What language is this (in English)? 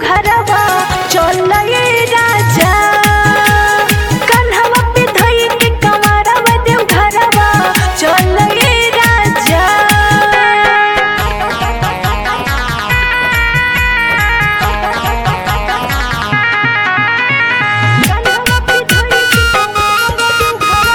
Bhojpuri